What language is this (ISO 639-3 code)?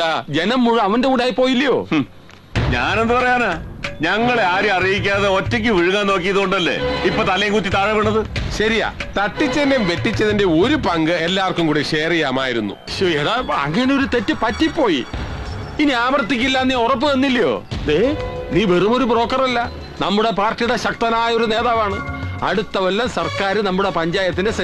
mal